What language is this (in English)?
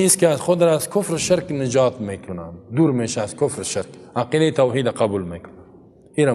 Persian